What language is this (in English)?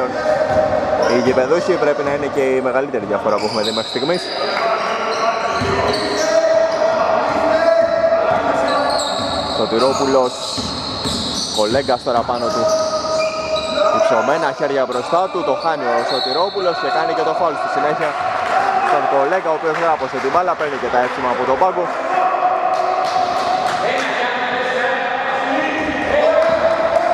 Greek